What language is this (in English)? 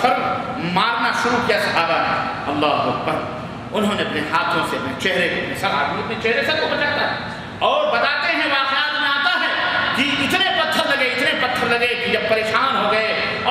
Urdu